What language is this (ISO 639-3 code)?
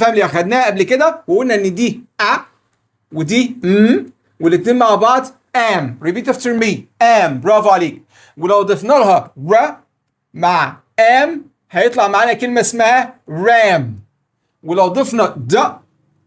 arz